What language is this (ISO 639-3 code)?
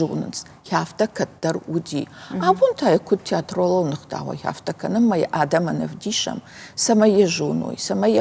oss